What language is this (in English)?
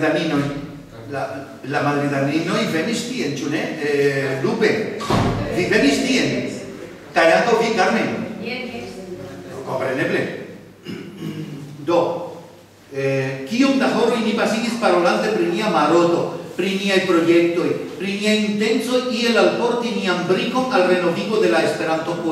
Esperanto